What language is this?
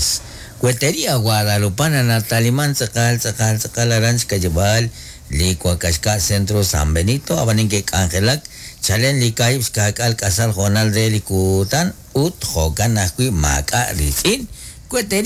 Kekchí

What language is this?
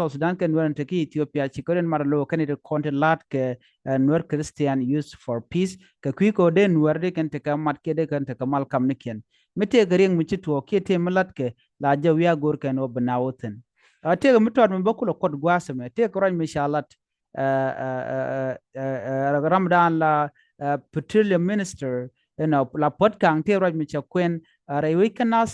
Nuer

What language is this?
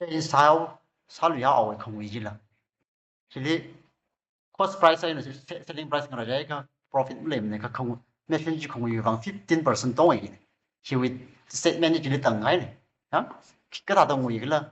Tangkhul Naga (India)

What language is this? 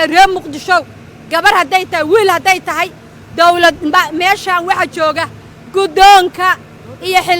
Somali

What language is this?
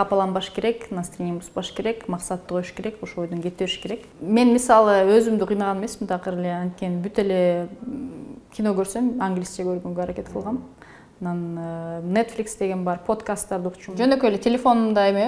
Kyrgyz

